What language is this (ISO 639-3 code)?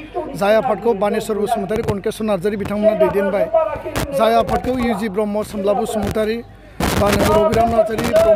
brx